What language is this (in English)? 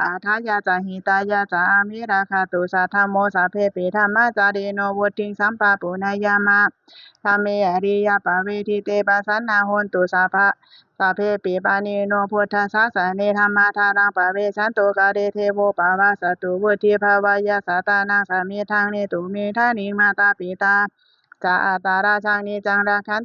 Pali